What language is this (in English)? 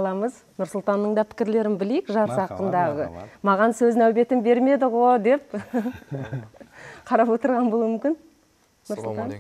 Kara-Kalpak